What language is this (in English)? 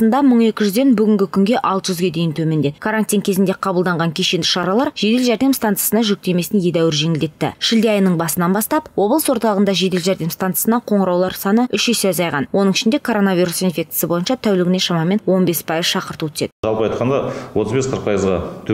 Kazakh